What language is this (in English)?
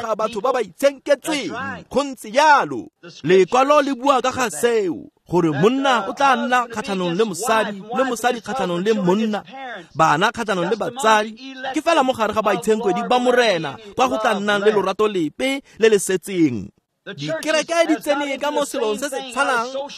Tswana